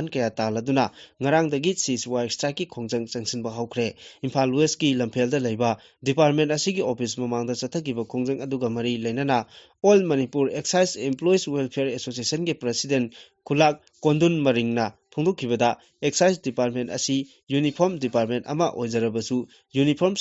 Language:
Manipuri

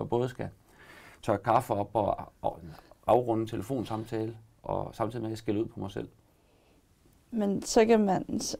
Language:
Danish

